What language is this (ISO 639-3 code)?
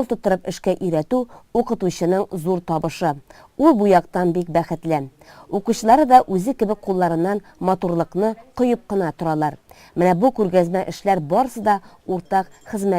tat